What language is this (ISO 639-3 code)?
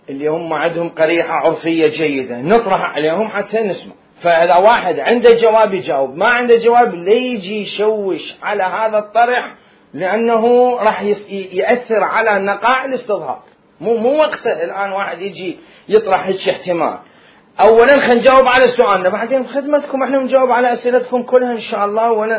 acm